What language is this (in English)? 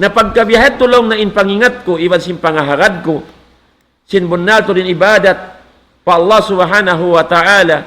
Tausug